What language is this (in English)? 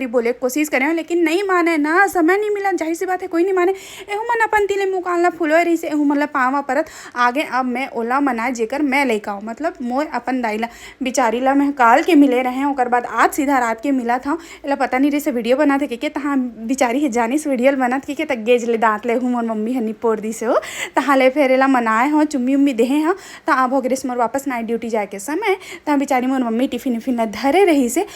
Chhattisgarhi